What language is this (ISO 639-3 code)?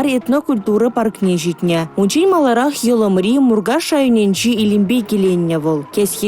chv